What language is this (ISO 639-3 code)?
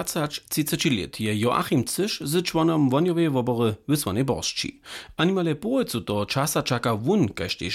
hsb